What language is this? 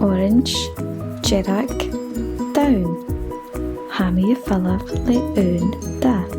Scottish Gaelic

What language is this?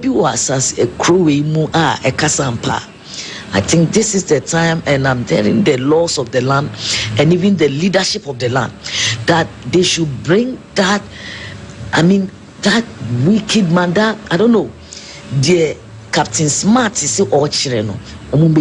Akan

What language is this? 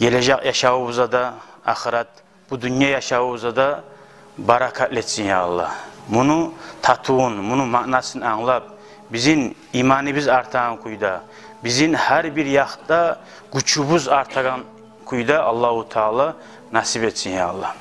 Kumyk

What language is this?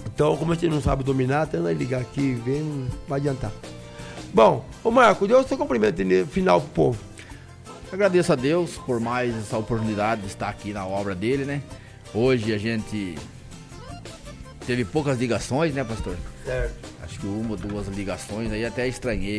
Portuguese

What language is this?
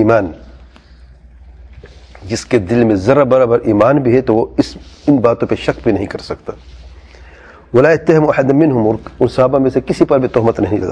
Urdu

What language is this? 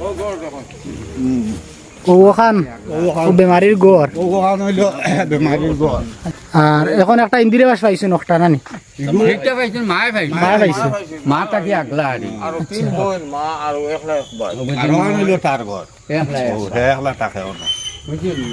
Sylheti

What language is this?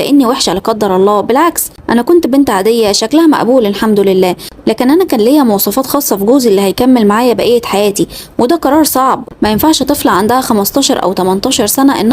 Egyptian Arabic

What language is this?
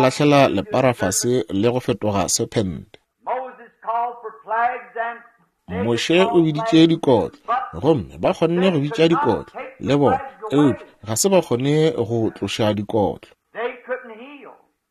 Northern Sotho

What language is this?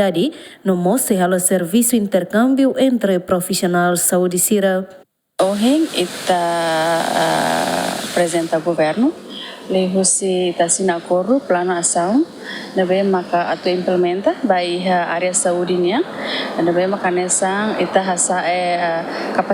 Tetum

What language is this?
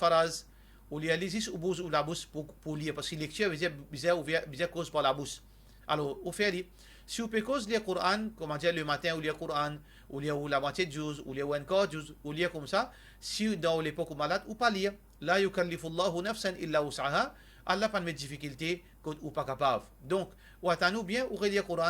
Morisyen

